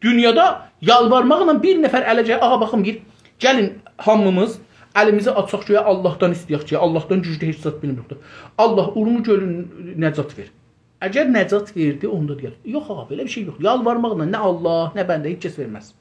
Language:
South Azerbaijani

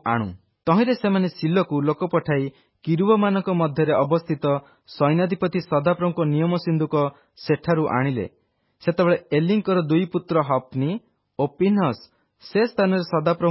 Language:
Odia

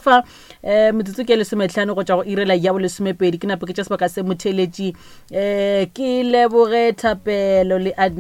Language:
Northern Sotho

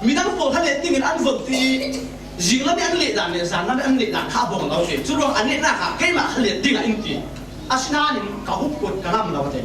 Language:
Falam Chin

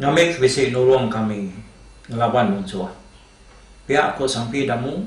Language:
Iban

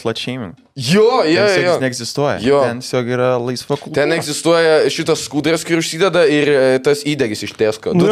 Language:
Lithuanian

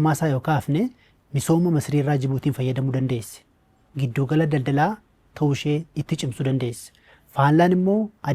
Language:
Oromo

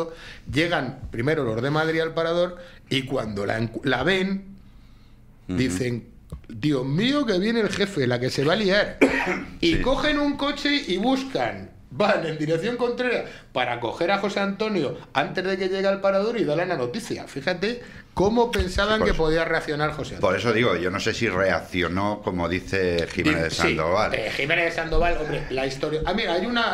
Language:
Spanish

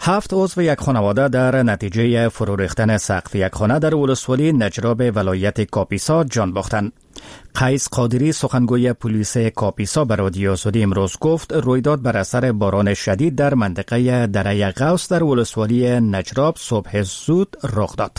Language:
Persian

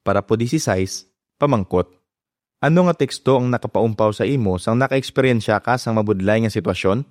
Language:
Hiligaynon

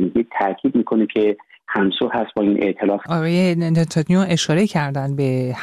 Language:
Persian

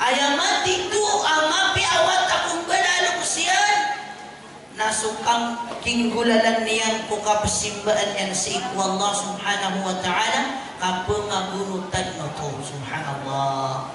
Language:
Maranao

